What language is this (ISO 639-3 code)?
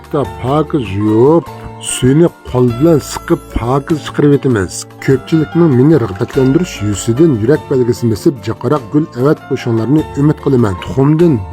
uig